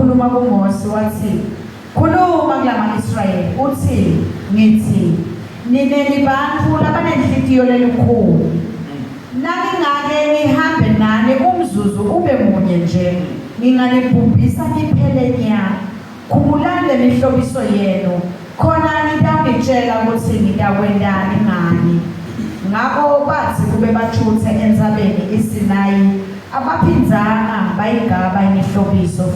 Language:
Zulu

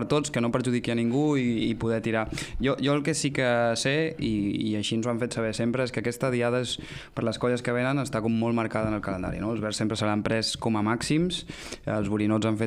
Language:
Catalan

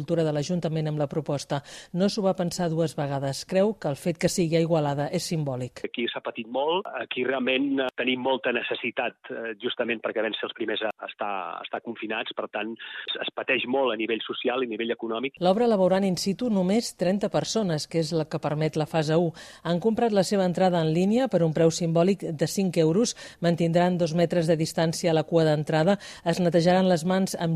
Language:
Catalan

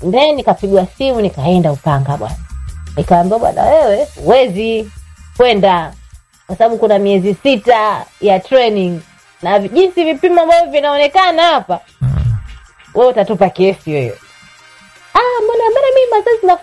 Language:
Swahili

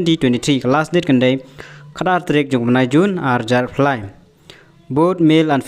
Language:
Khasi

